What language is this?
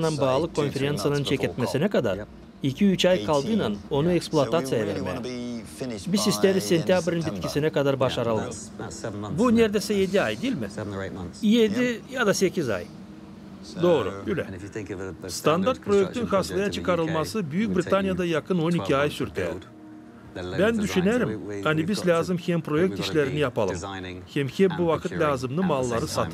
Gagauz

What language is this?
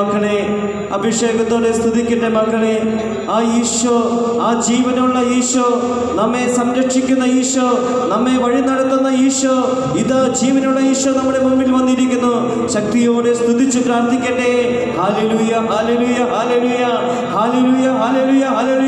Malayalam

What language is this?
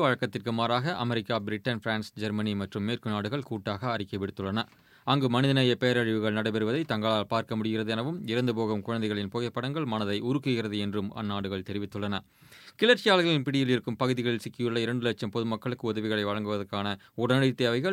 Tamil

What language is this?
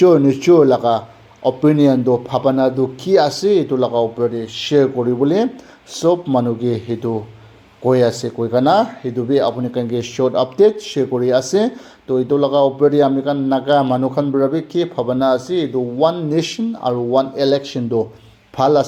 Naga Pidgin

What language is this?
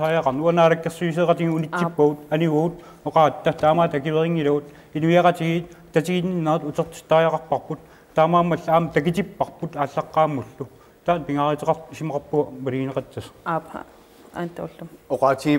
Kalaallisut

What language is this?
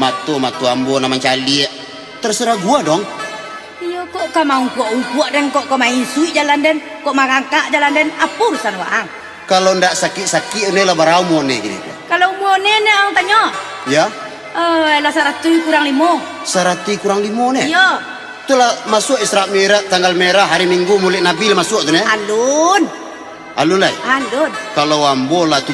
Minangkabau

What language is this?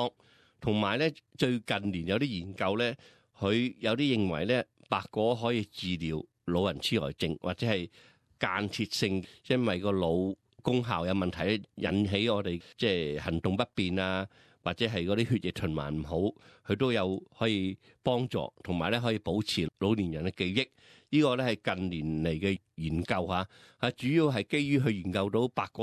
Cantonese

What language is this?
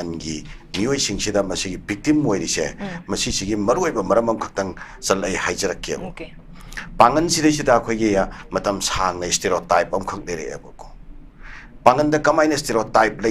Manipuri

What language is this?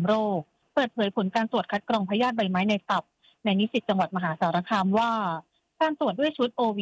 Thai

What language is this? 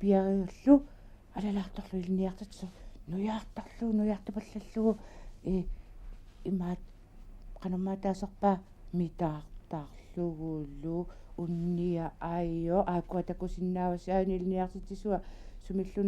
Kalaallisut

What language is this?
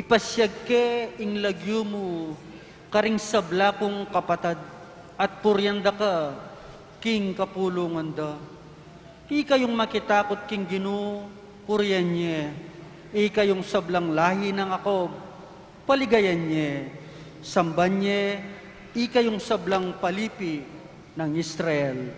Pampanga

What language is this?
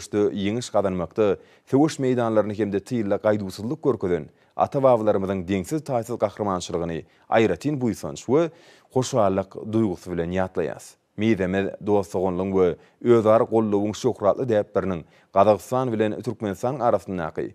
Turkmen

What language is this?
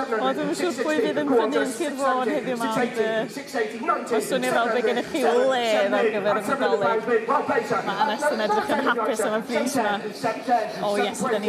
Welsh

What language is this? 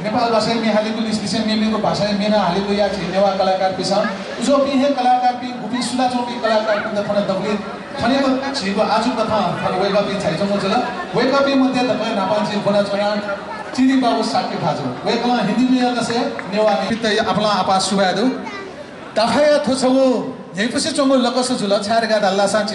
Newari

